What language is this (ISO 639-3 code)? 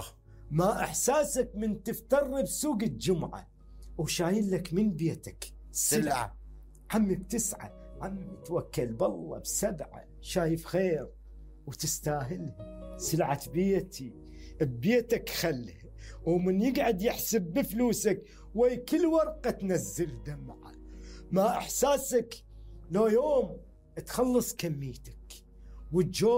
acm